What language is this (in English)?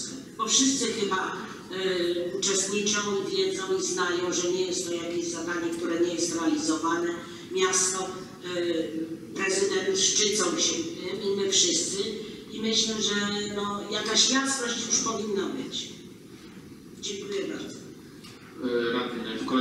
Polish